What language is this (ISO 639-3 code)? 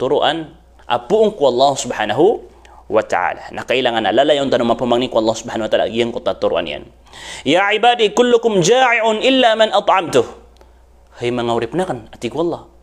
mrw